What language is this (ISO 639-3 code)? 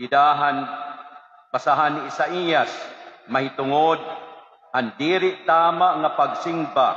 war